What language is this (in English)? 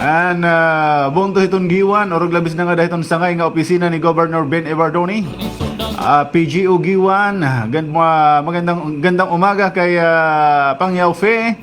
Waray